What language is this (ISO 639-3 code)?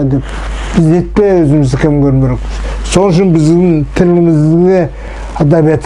nog